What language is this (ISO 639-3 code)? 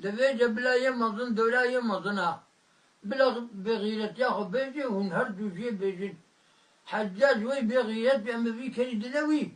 kur